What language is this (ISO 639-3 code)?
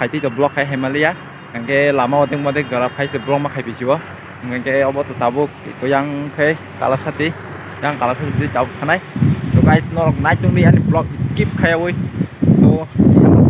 trp